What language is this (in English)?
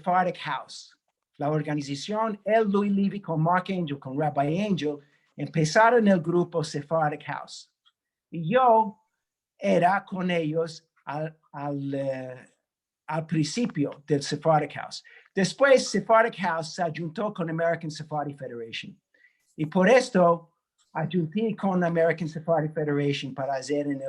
Ladino